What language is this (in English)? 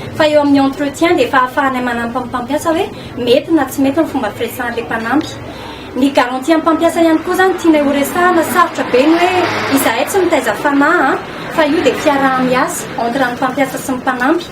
Malagasy